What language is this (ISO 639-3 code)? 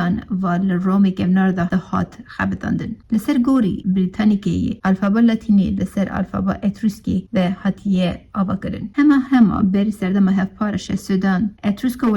kur